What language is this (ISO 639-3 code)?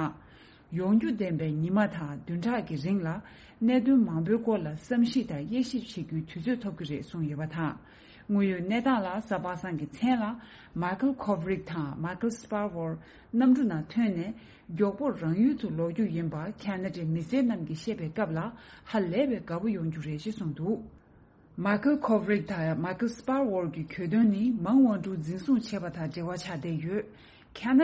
bod